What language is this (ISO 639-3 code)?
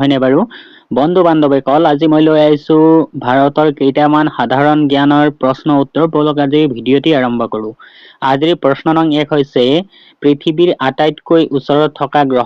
asm